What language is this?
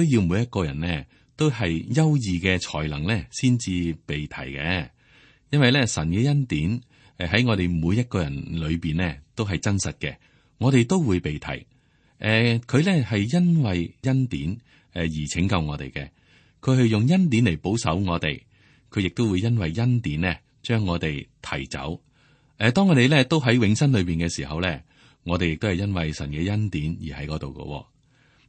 Cantonese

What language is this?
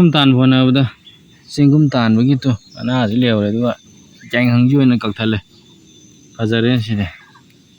Manipuri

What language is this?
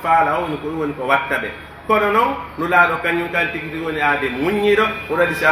Pular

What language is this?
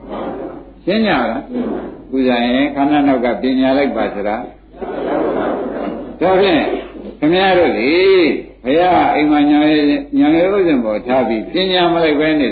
Burmese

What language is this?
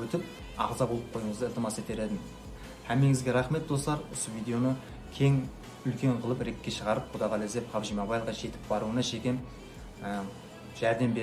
Kara-Kalpak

